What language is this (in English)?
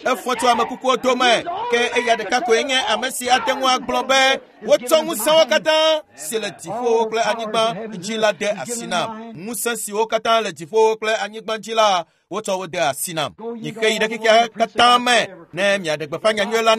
Ewe